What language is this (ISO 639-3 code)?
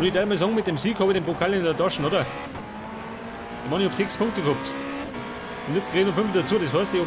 bar